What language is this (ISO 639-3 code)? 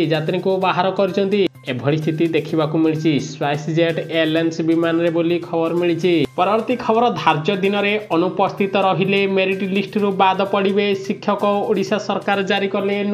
ori